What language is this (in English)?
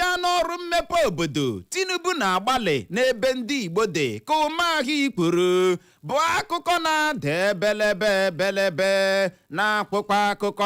Igbo